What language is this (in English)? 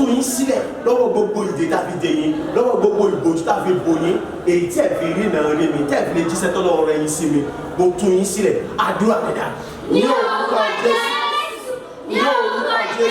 Yoruba